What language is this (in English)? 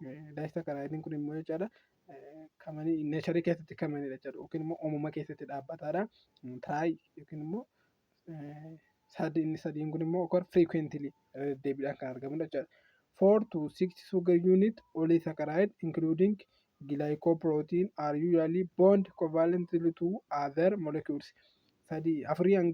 Oromo